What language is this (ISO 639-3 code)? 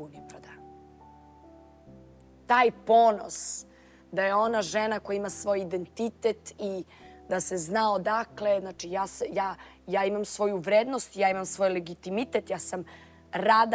srp